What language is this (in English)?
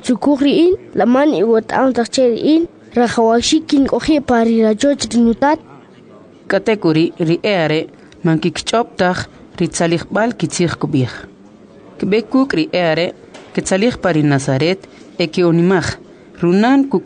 Kʼicheʼ